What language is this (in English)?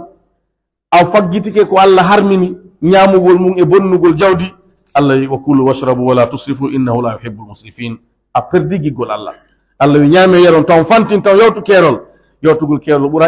Pular